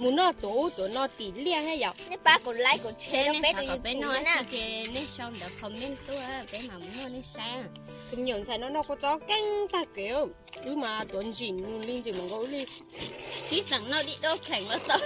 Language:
Hmong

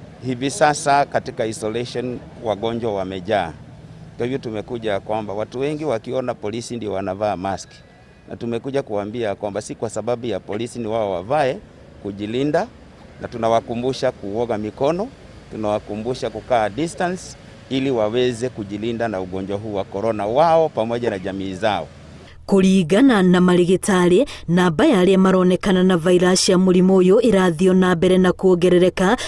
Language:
Kikuyu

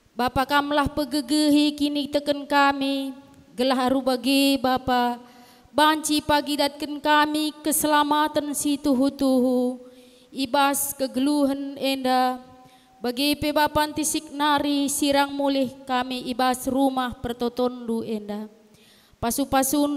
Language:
Batak Karo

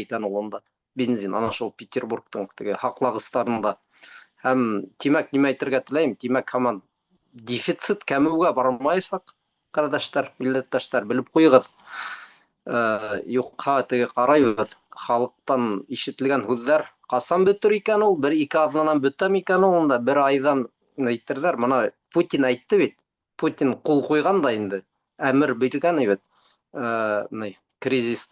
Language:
Bashkir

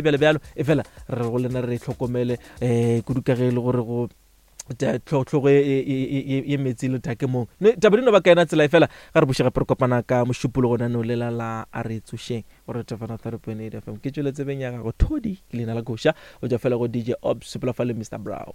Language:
Northern Sotho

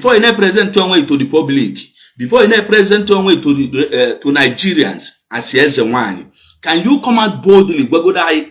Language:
Igbo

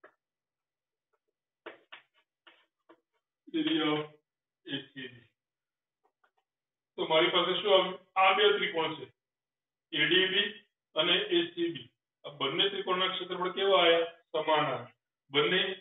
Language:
Gujarati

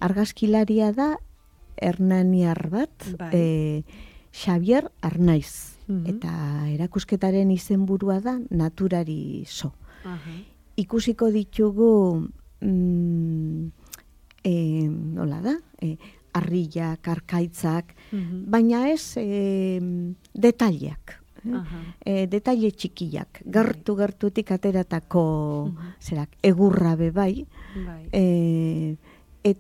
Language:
Basque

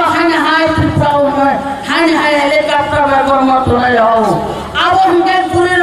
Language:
Kok Borok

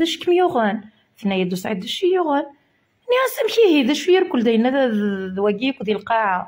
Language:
Kabyle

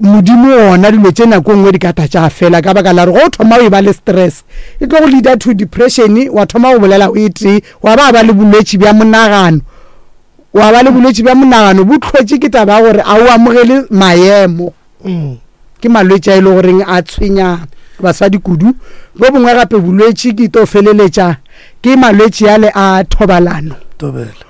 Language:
Northern Sotho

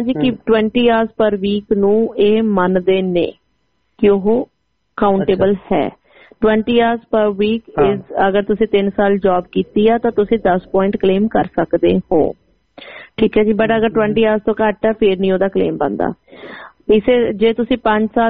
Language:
Punjabi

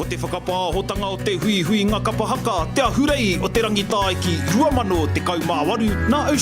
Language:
Māori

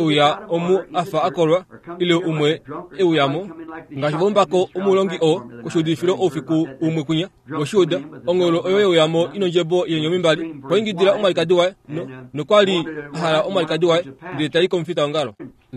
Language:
Kuanyama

